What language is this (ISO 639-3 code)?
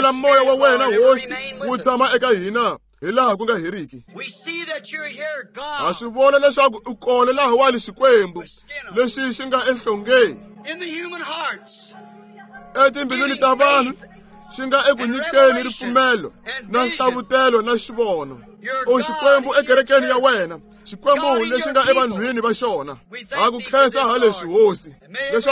tso